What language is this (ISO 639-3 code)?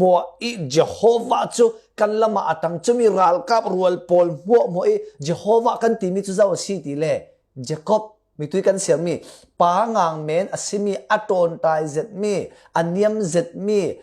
cfm